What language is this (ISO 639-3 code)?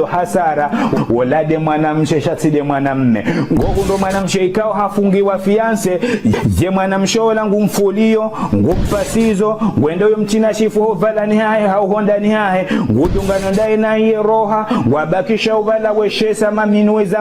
zdj